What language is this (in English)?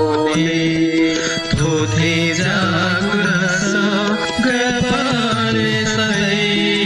Newari